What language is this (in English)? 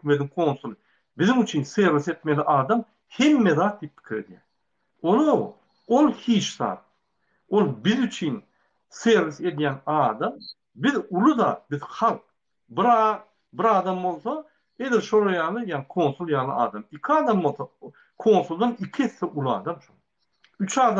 Turkmen